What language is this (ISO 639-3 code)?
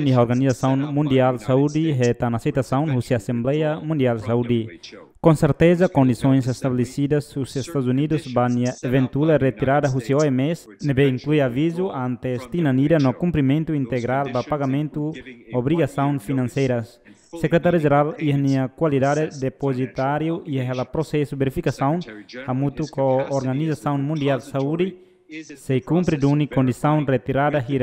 tet